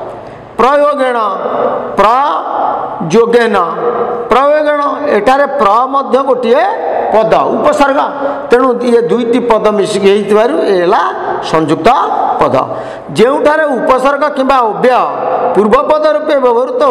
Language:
Odia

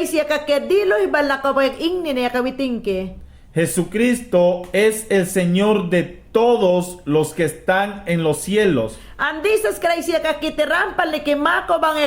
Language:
Mayangna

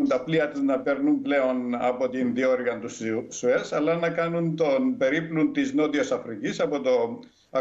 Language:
Greek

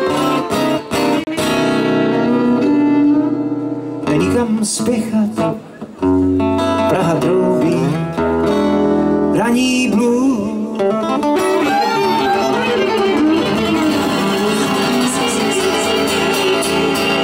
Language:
Czech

